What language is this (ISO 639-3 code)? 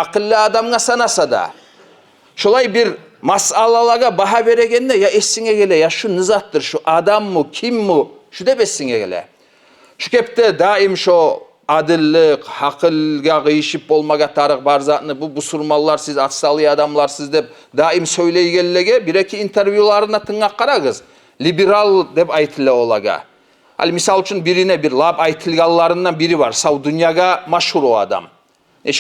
kum